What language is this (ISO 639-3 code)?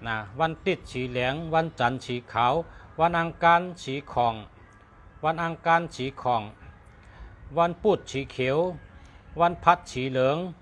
shn